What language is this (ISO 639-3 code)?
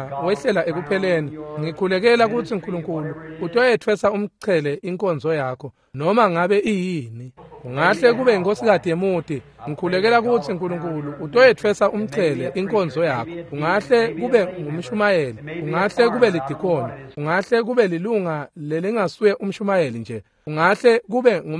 ssw